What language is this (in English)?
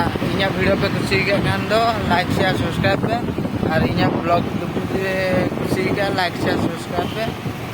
Santali